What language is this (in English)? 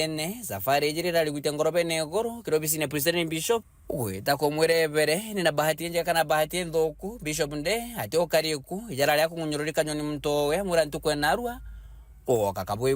Meru